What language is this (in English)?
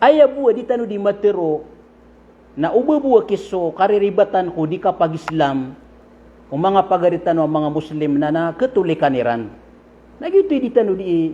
Maranao